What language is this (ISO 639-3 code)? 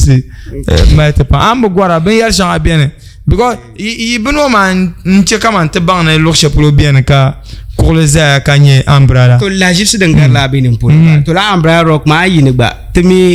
dag